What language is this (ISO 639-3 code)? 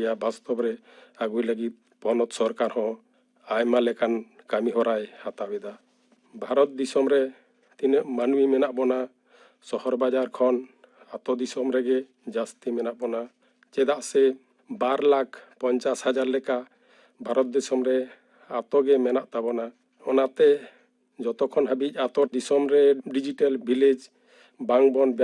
sat